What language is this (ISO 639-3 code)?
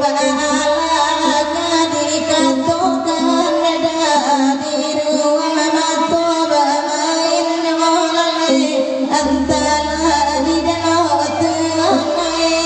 min